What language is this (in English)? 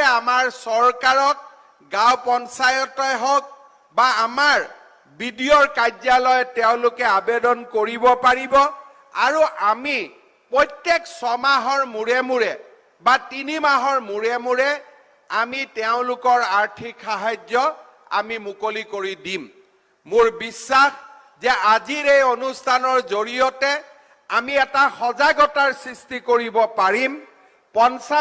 Assamese